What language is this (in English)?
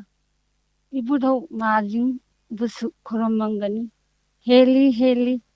Manipuri